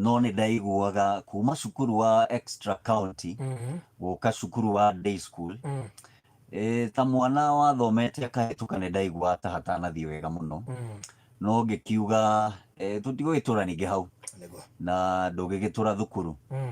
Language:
Kikuyu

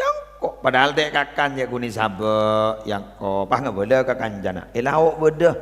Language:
Madurese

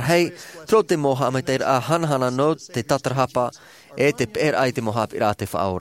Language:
Tahitian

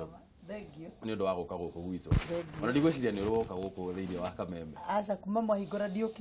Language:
Kikuyu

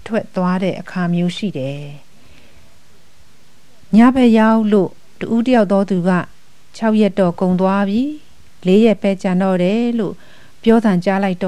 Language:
Burmese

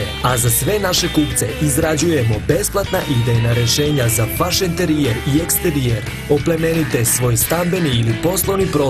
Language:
Serbian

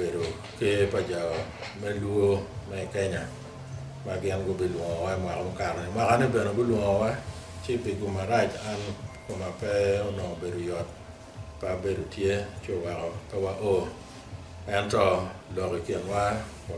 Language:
Acoli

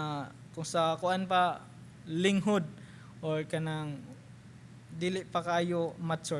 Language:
Cebuano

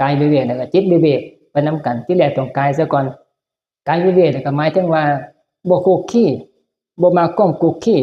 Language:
Northeastern Thai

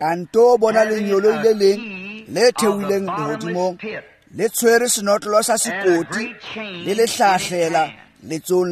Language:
Tswana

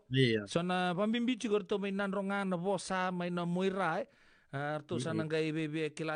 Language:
Fijian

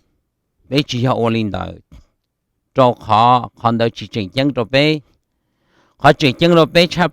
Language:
Hmong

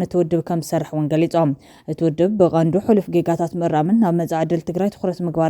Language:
Tigrinya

